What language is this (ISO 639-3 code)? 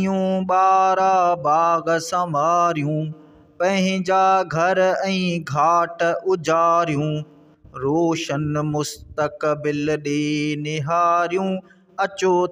snd